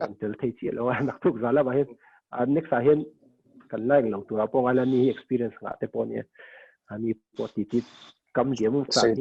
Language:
Mizo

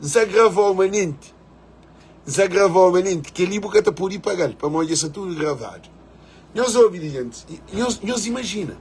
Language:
Kabuverdianu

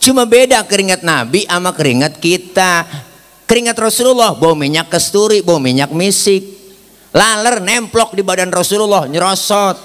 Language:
Betawi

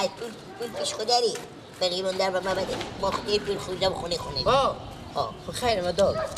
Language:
Persian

